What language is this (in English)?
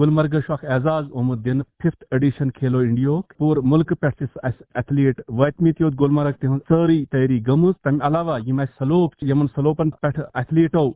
Kashmiri